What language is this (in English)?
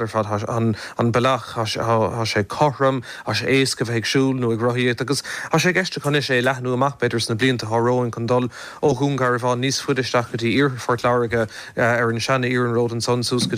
Irish